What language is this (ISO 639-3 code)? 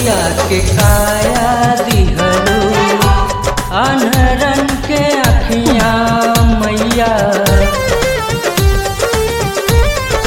bho